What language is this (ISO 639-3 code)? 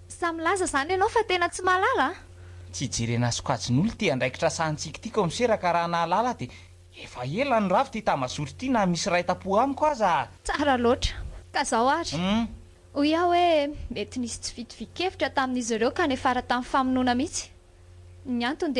mlg